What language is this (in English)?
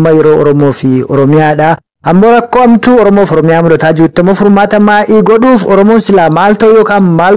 Oromo